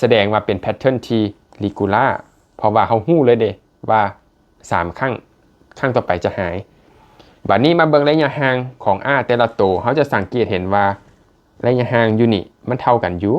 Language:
Lao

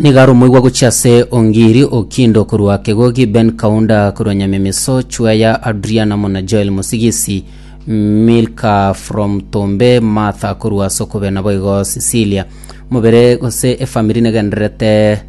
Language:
Gusii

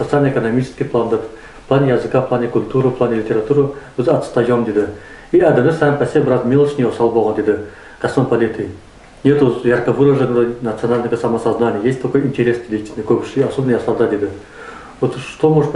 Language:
Nogai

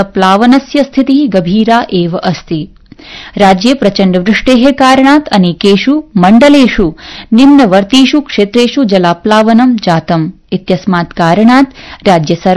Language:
Sanskrit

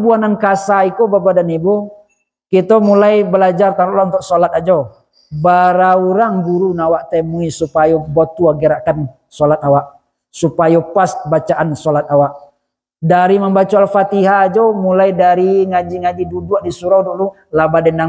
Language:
Minangkabau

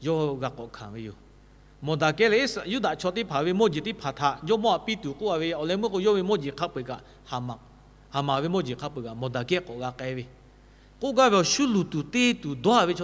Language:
Lahu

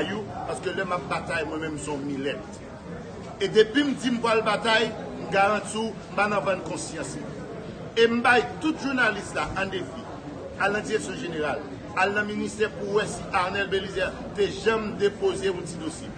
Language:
Haitian Creole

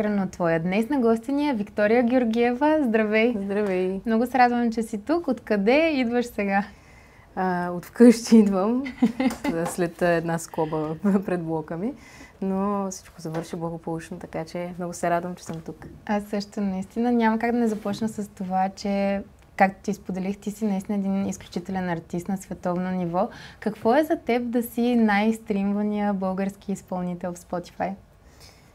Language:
Bulgarian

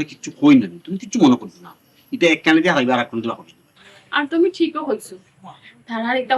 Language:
Sylheti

